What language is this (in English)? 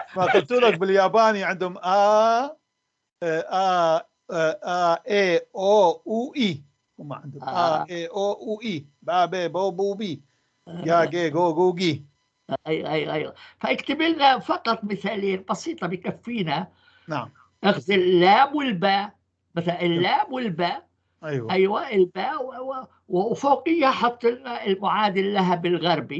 North Levantine Arabic